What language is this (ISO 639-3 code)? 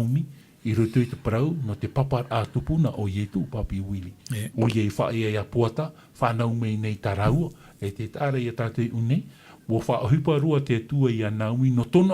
tah